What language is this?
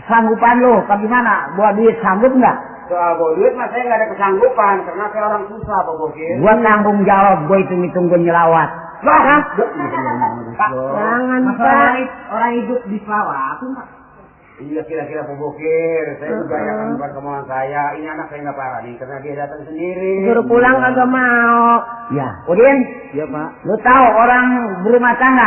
Betawi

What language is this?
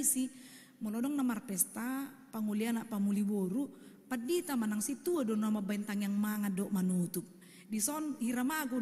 Batak Toba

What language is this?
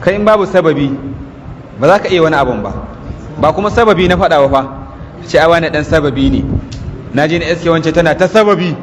Hausa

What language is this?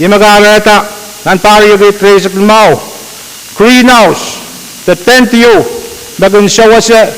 Pohnpeian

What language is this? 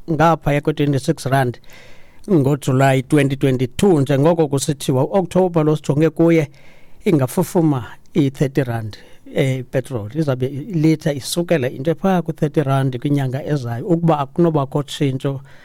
Xhosa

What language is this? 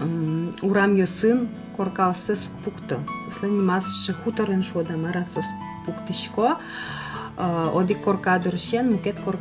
Udmurt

